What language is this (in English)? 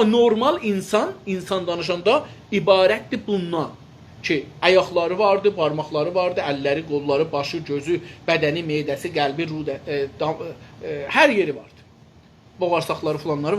South Azerbaijani